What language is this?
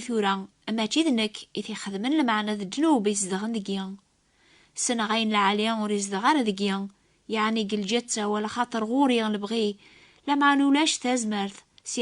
Kabyle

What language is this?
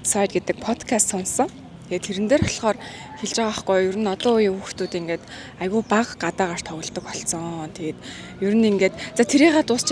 Mongolian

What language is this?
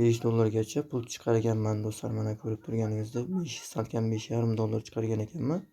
Uzbek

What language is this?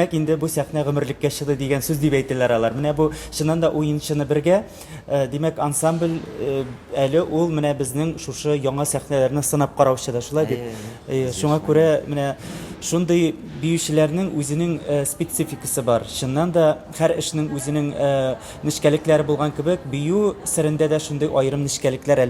Tatar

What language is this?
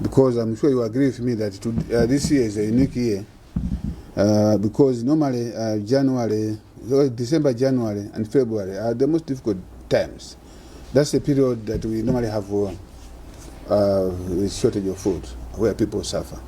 English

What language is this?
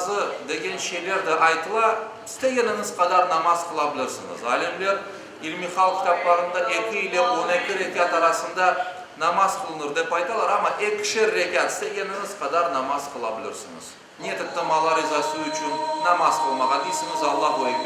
Crimean Tatar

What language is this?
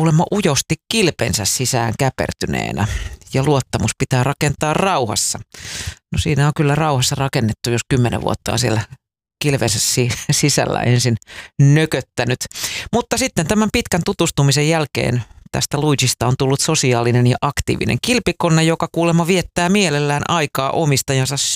Finnish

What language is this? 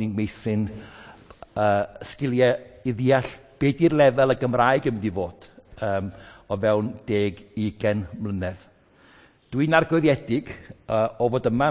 Welsh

